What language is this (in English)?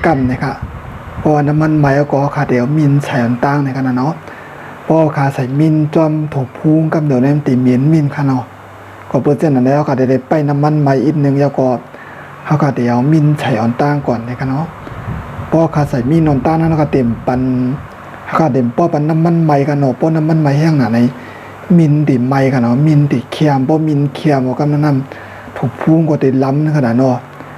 Shan